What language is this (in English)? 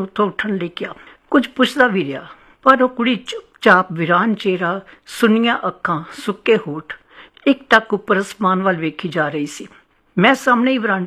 Punjabi